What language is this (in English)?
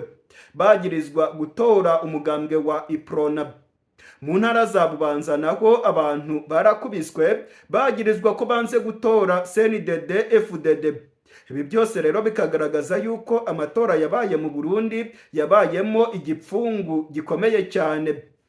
Rundi